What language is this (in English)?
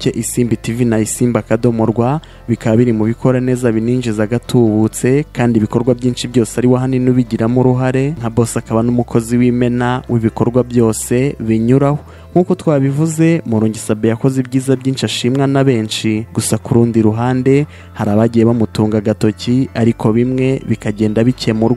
Kinyarwanda